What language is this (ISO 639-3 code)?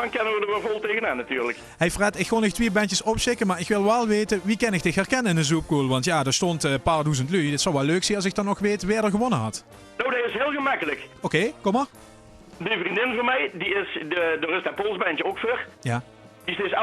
lim